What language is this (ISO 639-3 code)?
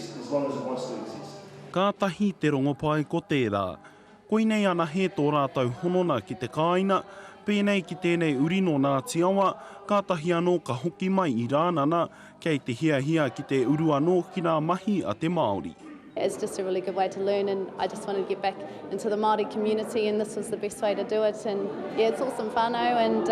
mri